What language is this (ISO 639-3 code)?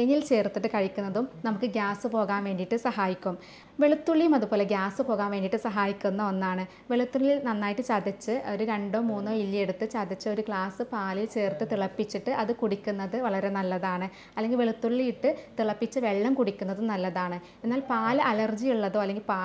mal